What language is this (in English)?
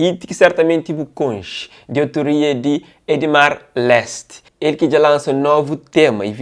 Kabuverdianu